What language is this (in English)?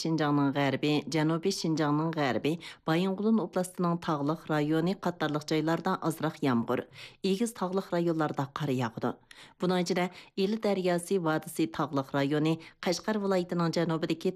Uyghur